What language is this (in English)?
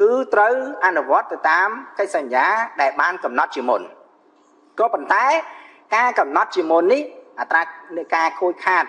Khmer